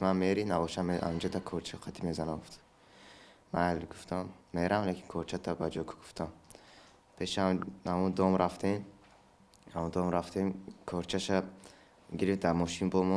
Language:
Tajik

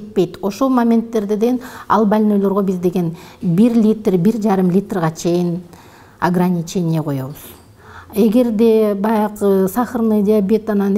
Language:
Kyrgyz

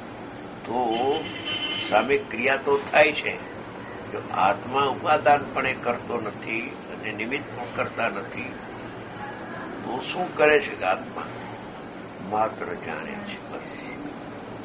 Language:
Gujarati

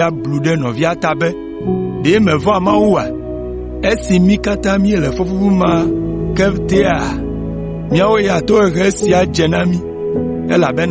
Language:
Ewe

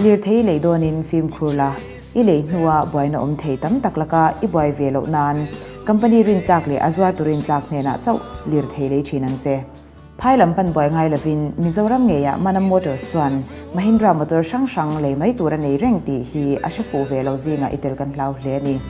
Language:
Mizo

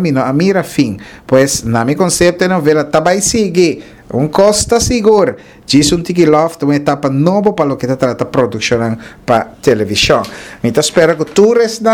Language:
Papiamento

